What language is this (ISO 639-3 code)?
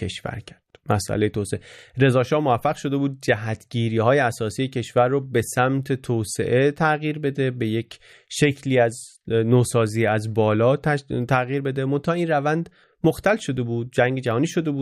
fas